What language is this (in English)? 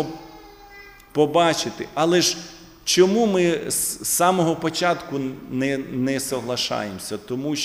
Ukrainian